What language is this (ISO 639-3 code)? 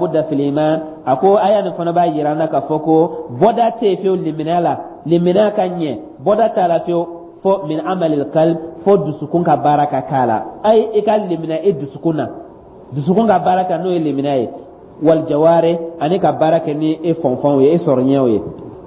dyu